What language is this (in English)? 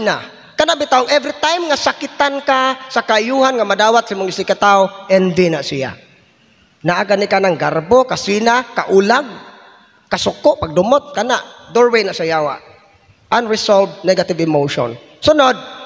Cebuano